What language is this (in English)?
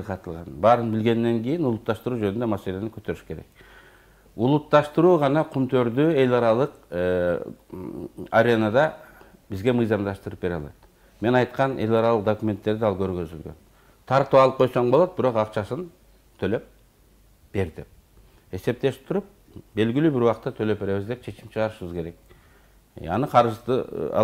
Kyrgyz